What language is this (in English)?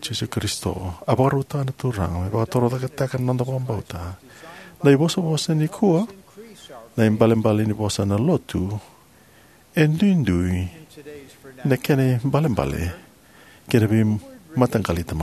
Fijian